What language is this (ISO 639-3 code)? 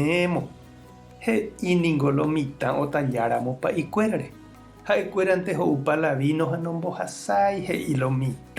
grn